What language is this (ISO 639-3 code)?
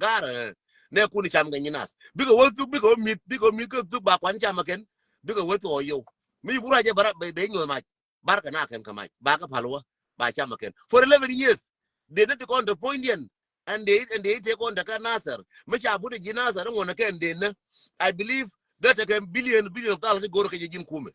nus